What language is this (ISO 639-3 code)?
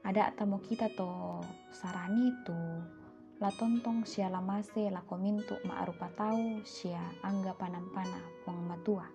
sda